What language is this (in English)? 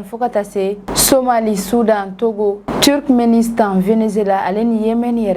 Bambara